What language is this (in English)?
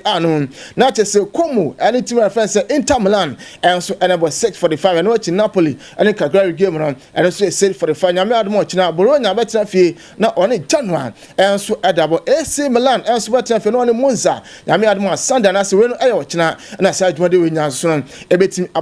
Akan